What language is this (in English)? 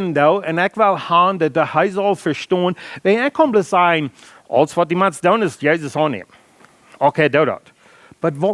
Plautdietsch